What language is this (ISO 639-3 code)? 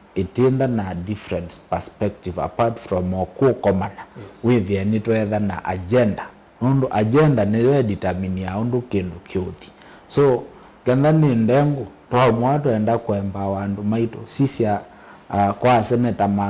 kam